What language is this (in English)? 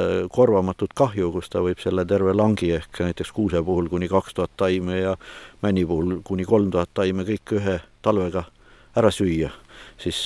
Estonian